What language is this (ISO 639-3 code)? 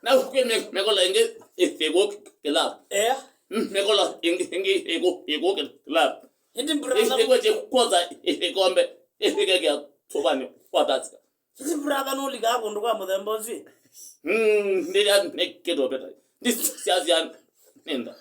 kam